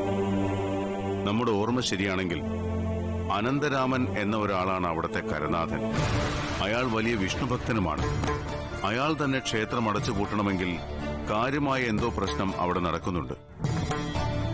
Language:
Malayalam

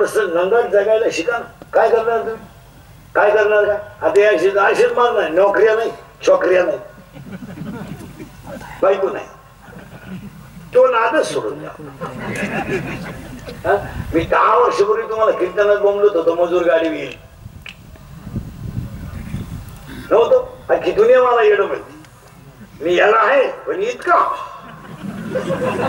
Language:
Marathi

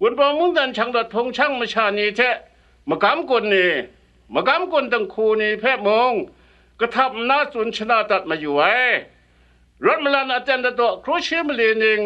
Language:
Kachin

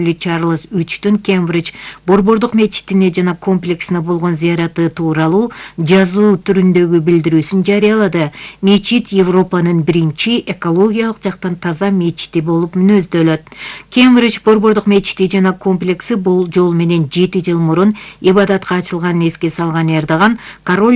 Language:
Kyrgyz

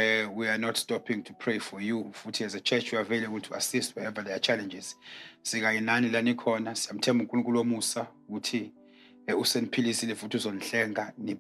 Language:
Zulu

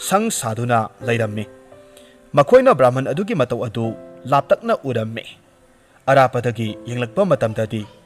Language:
Manipuri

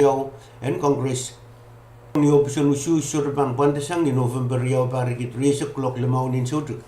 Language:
Pohnpeian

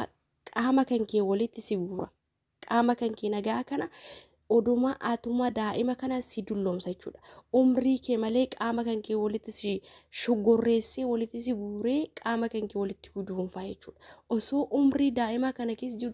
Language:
Oromo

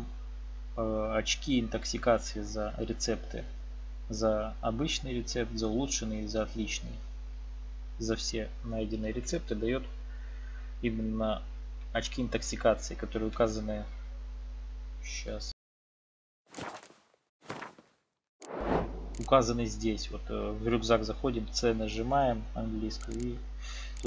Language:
Russian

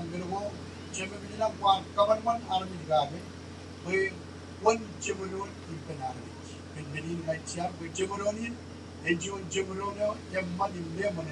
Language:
Marshallese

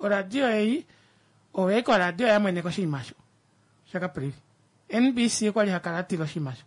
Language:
Kuanyama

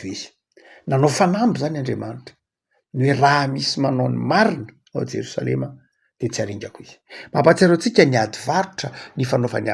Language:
Malagasy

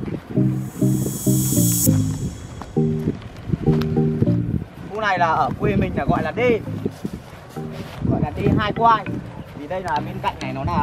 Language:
Vietnamese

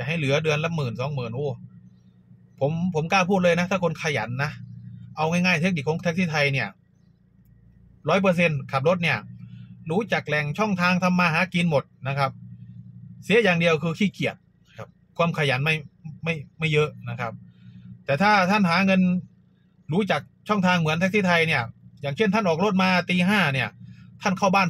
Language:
Thai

